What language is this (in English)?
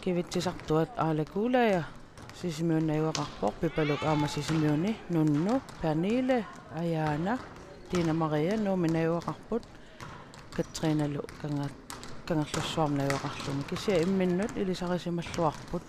Kalaallisut